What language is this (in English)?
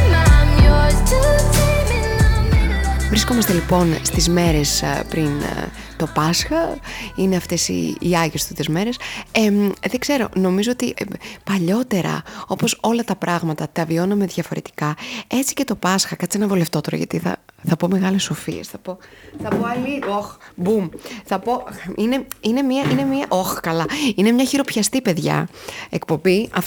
Greek